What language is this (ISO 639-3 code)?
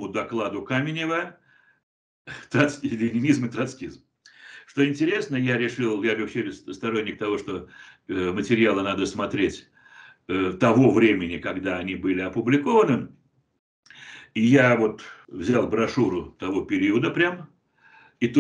rus